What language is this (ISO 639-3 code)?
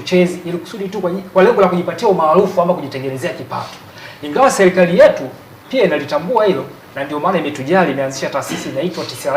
swa